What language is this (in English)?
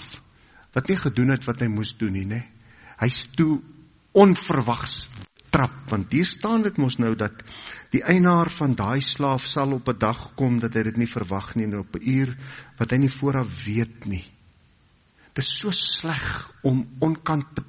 Afrikaans